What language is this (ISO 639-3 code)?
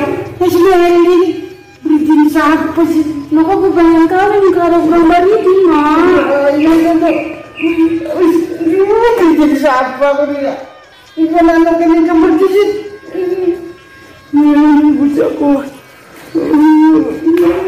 ind